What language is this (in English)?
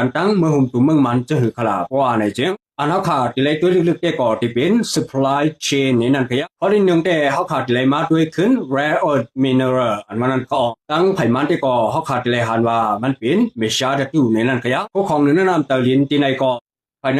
Shan